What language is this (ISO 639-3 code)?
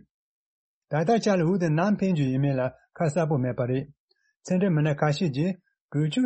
bod